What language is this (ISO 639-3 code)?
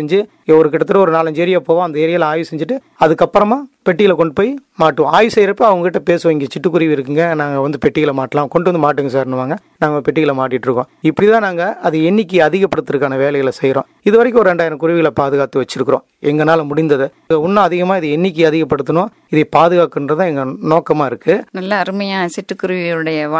tam